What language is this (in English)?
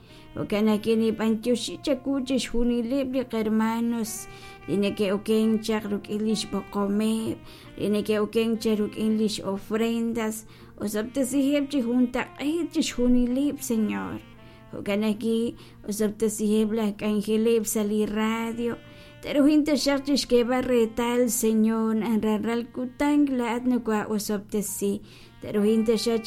Kekchí